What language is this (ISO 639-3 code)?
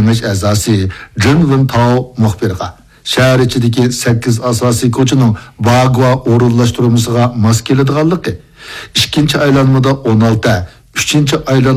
uig